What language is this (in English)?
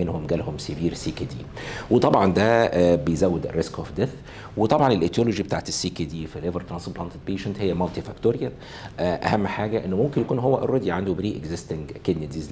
Egyptian Arabic